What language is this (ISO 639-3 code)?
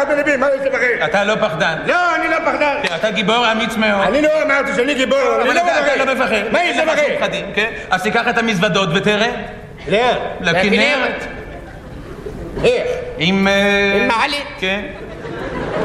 heb